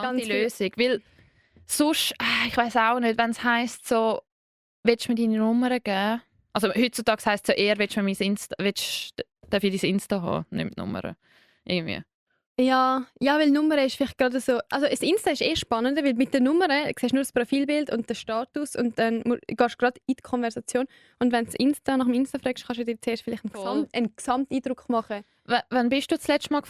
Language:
Swiss German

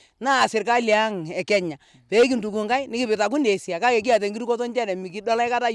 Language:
Masai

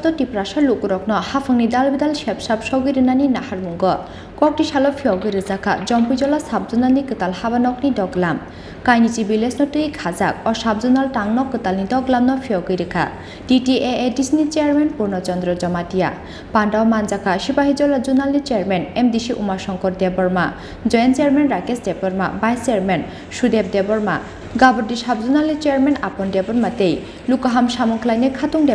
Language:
Kok Borok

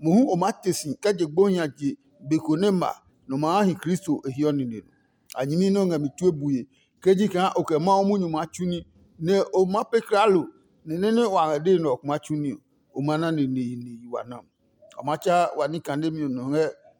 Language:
Adangme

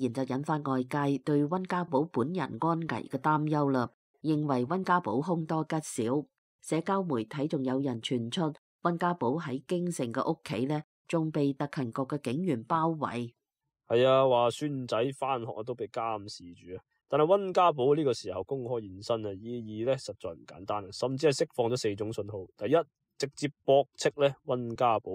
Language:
Cantonese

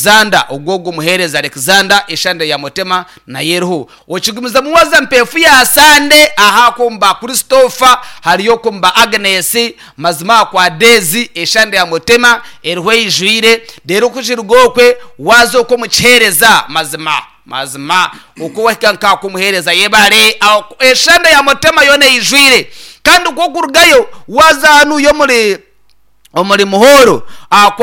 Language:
Nyankole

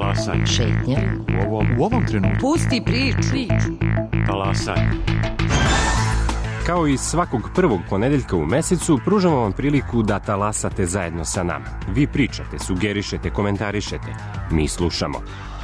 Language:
Serbian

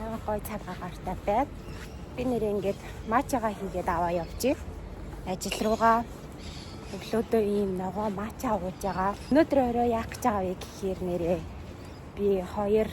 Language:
Mongolian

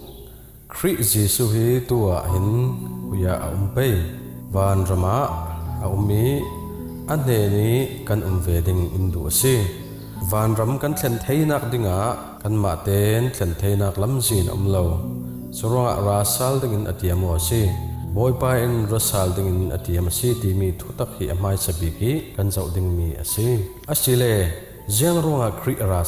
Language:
Falam Chin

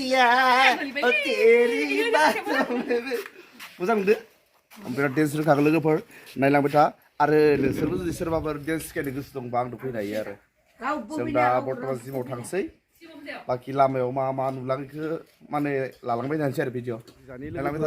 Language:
Bodo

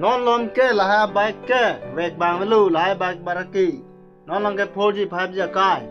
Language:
Karbi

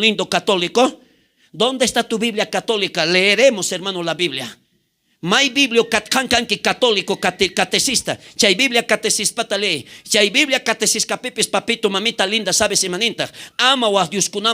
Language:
South Bolivian Quechua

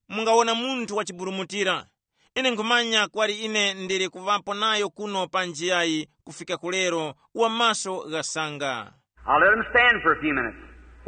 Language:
Tumbuka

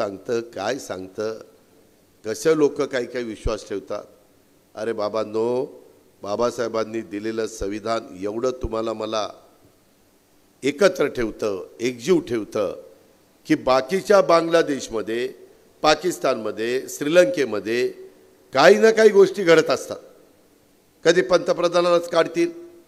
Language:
Marathi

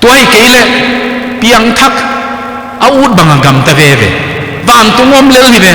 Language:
Tedim Chin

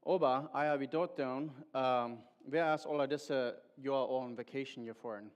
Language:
Plautdietsch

